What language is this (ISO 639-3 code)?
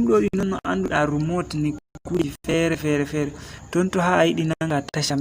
ful